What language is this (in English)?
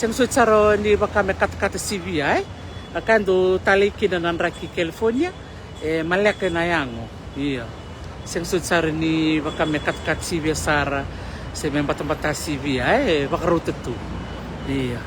Fijian